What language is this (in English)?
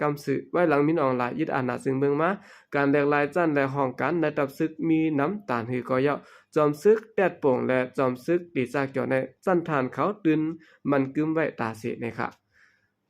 Shan